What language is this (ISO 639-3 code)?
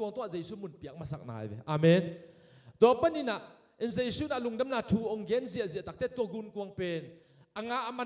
ctd